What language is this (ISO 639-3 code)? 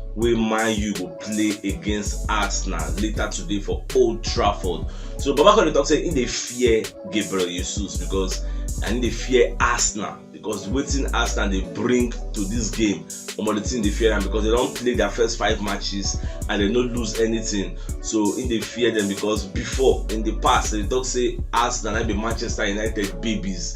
pcm